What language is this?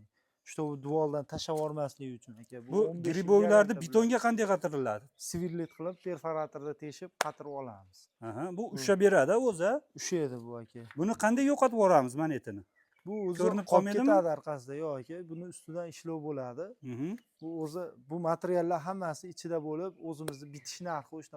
Uzbek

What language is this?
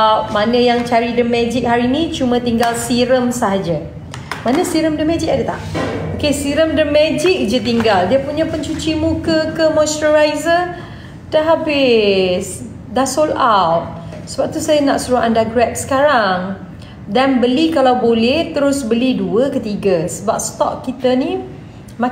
Malay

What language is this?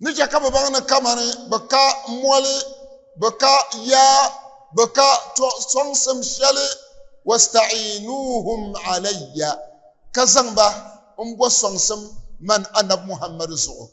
Dagbani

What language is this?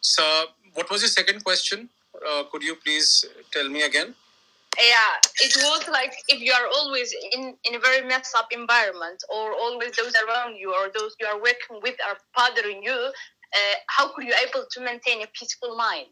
English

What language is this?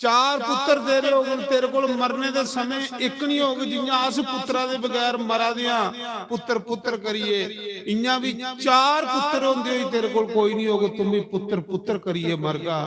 Dogri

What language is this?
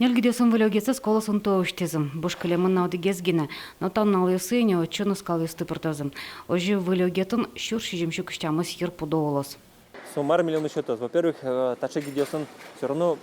Udmurt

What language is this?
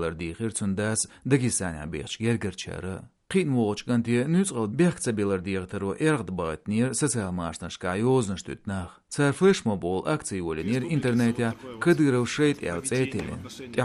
Chechen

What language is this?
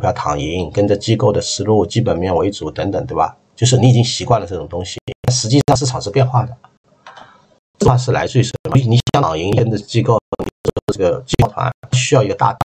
Chinese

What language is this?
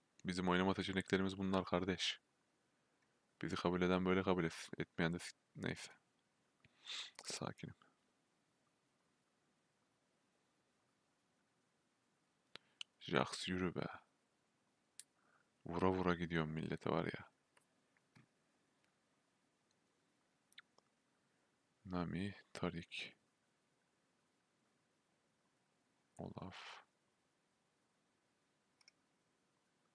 Turkish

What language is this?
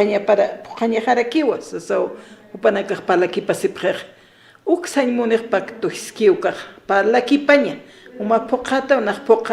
Aymara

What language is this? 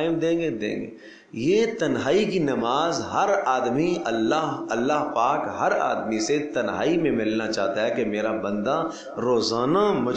Urdu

